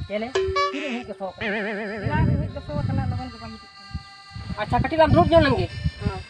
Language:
Santali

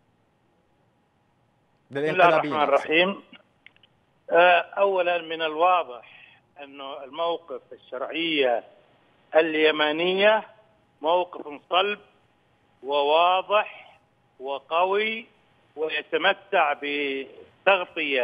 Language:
Arabic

